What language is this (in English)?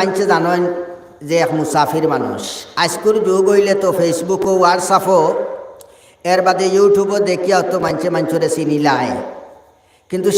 Sylheti